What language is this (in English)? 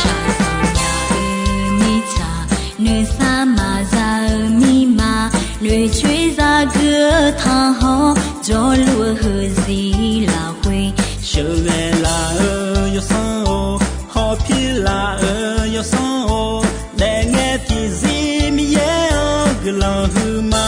Akha